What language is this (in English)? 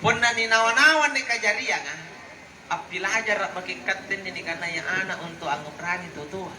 Makasar